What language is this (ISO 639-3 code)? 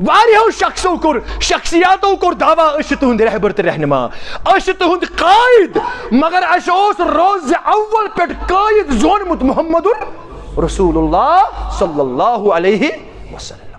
kas